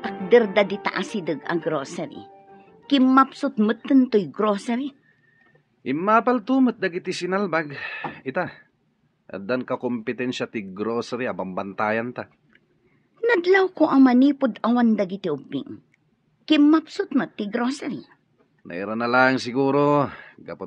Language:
Iloko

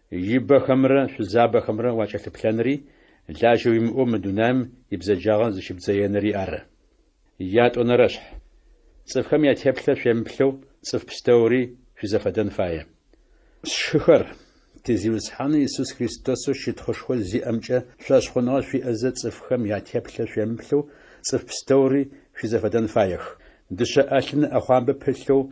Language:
Adyghe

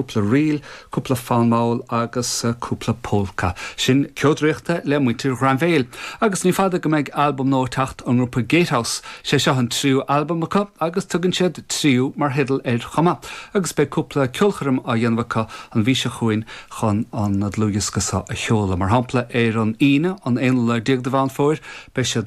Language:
Irish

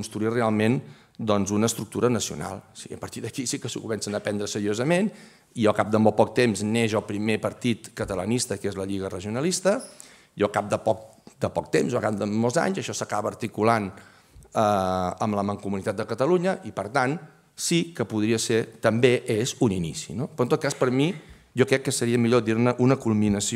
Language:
Catalan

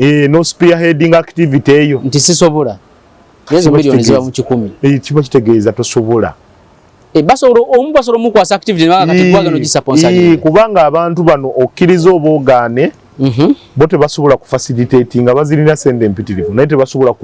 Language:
Ganda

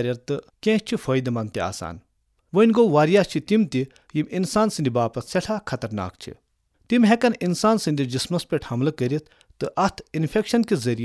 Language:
Kashmiri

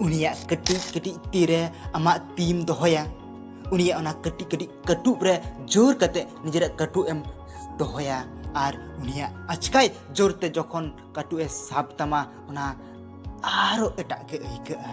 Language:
Santali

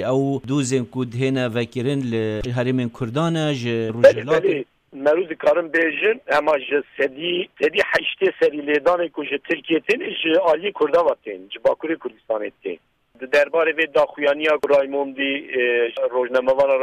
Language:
Kurdish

